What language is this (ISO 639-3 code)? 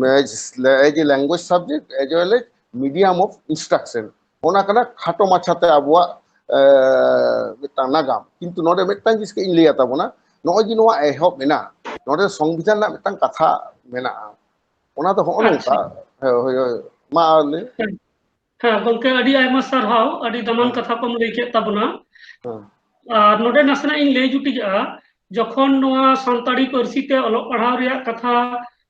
sat